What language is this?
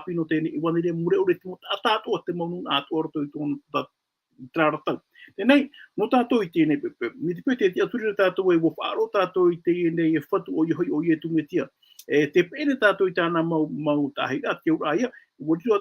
Tahitian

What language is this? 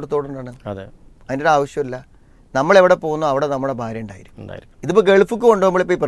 Malayalam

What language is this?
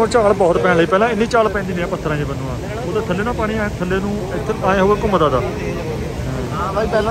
Punjabi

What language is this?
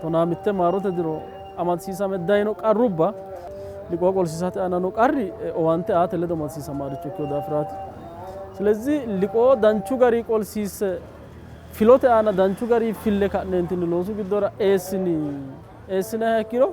Sidamo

